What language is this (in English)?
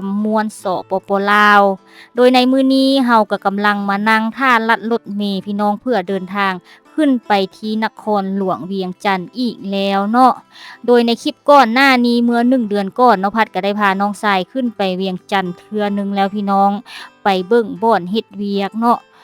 Lao